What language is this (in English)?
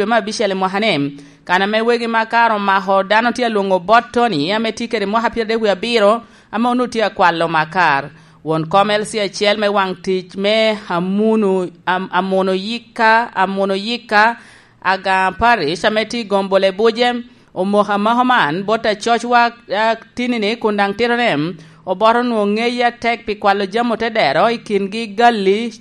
Lango (Uganda)